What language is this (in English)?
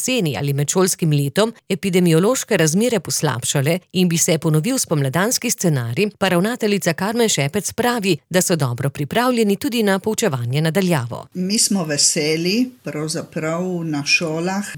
Slovenian